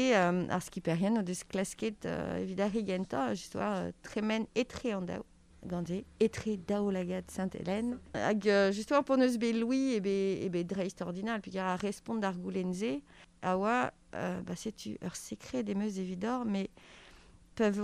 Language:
Breton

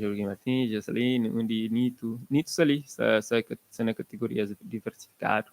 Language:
Kabuverdianu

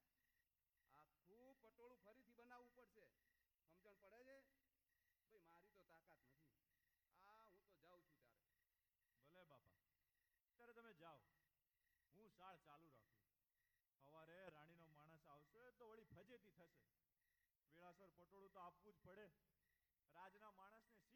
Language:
Gujarati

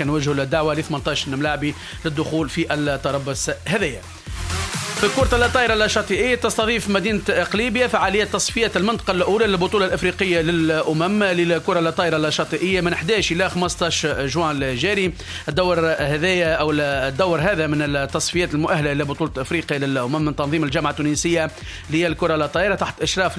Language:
Tunisian Arabic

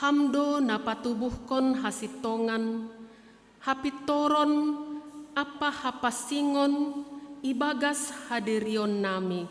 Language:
Batak Simalungun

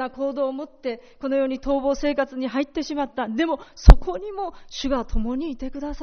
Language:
Japanese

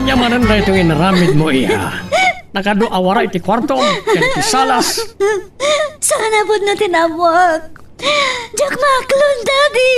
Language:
Iloko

